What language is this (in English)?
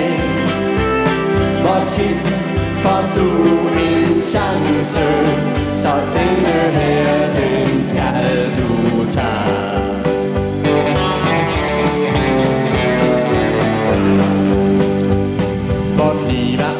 Danish